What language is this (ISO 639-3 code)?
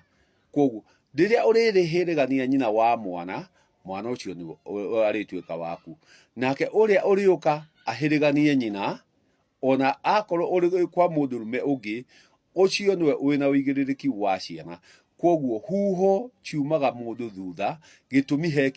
kik